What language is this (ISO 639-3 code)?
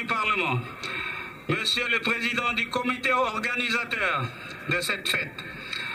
bis